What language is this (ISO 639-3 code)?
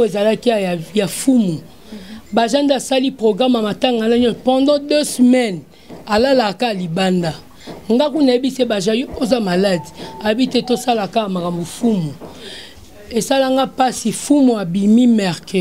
lin